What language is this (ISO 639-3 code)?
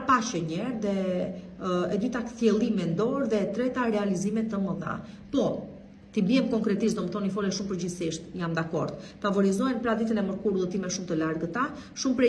sqi